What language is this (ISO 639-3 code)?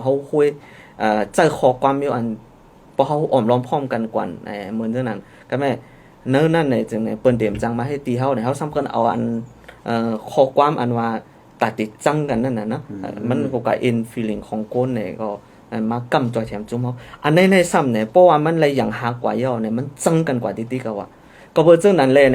shn